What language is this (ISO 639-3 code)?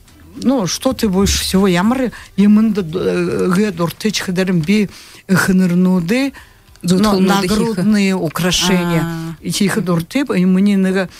bua